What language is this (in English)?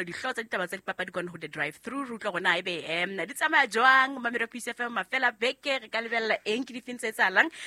Southern Sotho